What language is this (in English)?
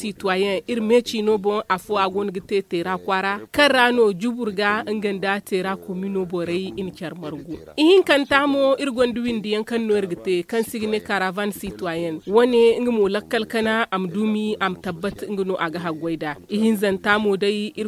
Zarma